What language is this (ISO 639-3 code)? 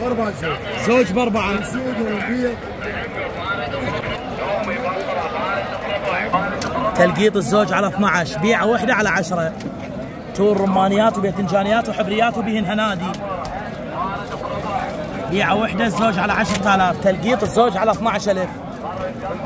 acm